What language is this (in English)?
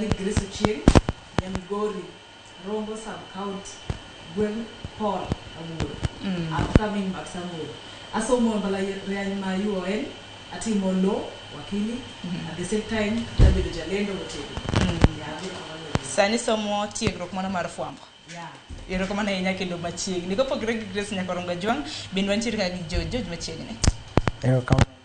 Luo (Kenya and Tanzania)